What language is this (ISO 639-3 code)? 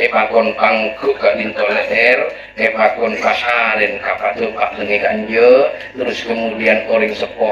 mad